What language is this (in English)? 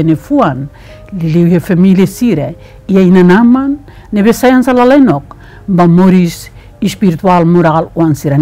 Tetum